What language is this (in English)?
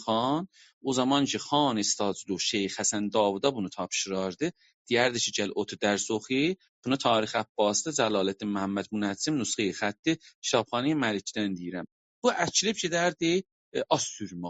South Azerbaijani